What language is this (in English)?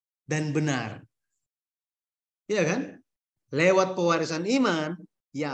Indonesian